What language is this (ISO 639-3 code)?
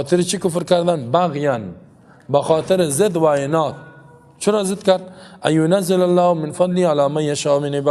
fas